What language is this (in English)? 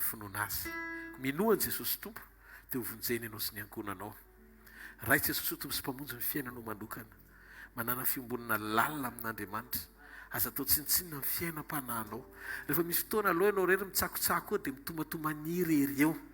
Malagasy